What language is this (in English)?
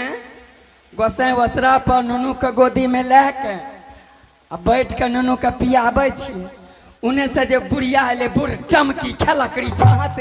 Angika